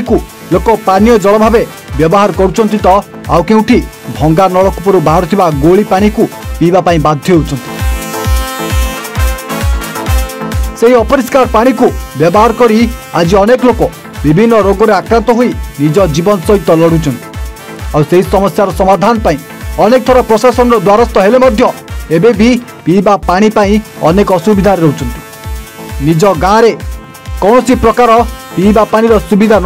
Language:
Odia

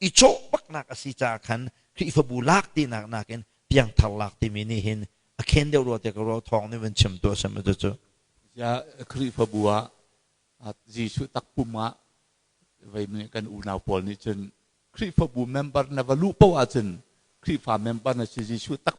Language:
Hakha Chin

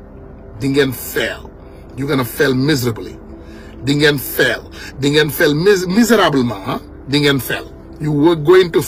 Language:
Wolof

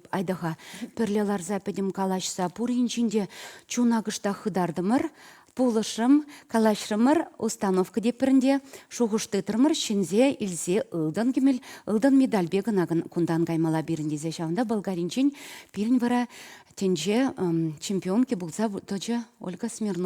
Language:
Chuvash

